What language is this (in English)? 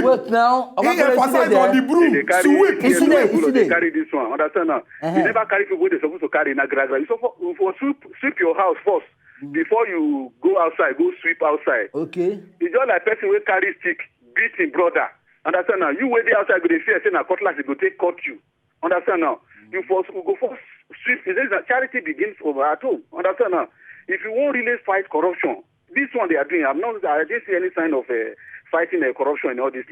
Nigerian Pidgin